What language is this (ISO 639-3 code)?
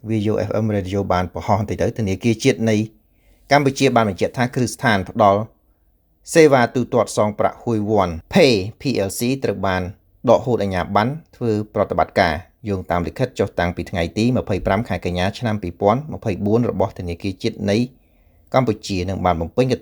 khm